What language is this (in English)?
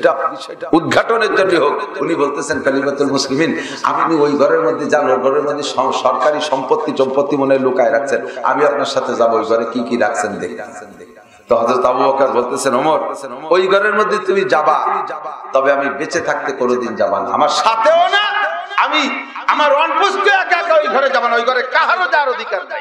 Bangla